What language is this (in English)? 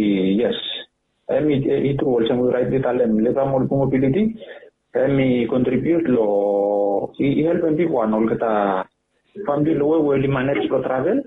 Bislama